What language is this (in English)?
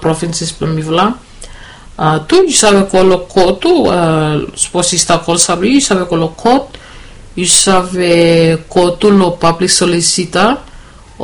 Bislama